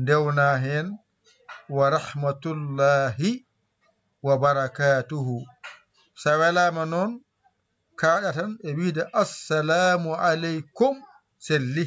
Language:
Fula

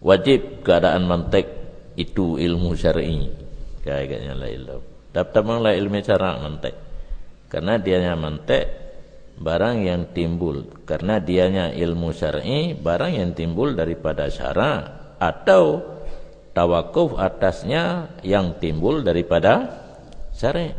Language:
Achinese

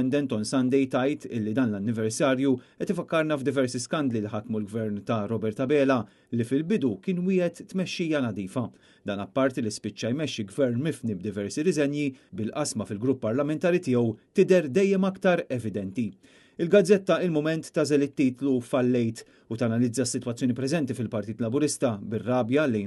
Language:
Maltese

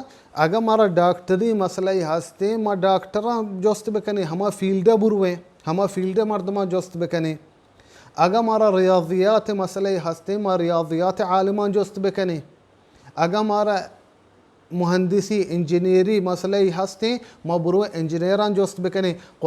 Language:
Baluchi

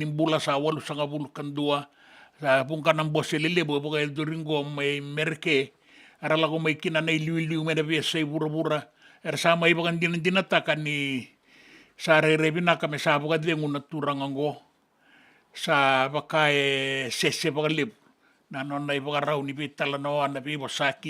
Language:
Fijian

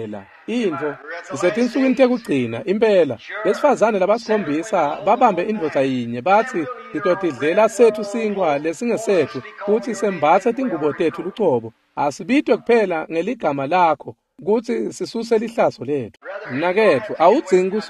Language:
Swati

